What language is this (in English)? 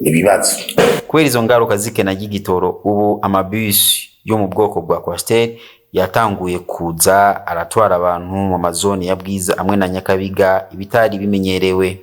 Rundi